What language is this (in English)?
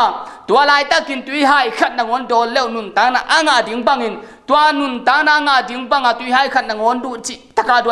Tedim Chin